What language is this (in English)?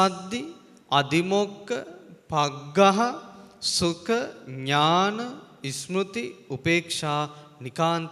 Sinhala